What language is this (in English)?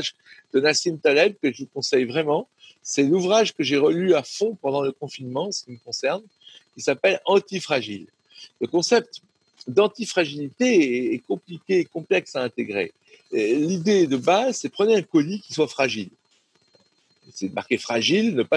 French